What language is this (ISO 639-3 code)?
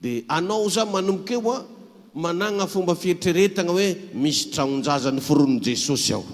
mlg